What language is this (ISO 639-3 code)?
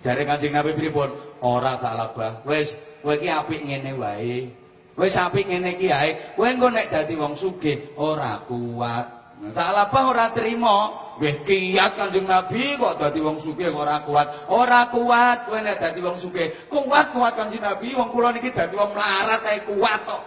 jav